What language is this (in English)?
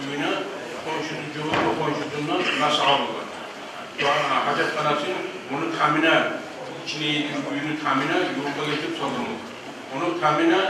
Kumyk